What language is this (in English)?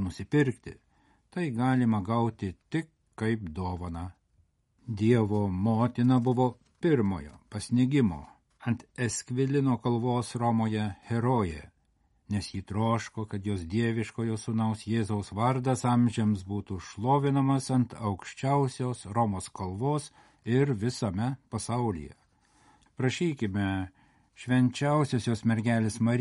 Lithuanian